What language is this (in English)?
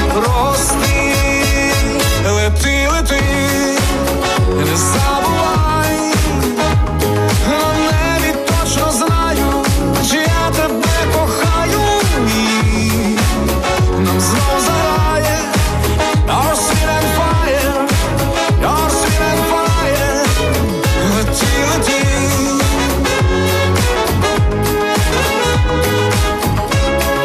Ukrainian